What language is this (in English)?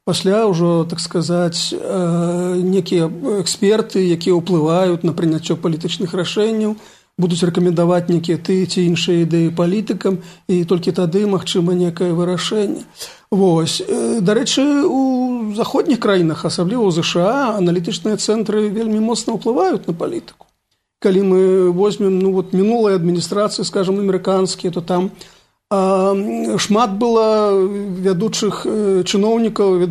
Belarusian